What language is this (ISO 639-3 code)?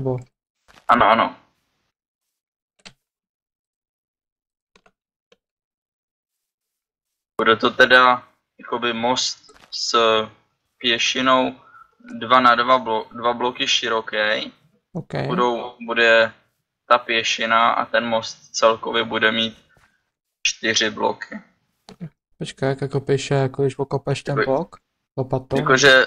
ces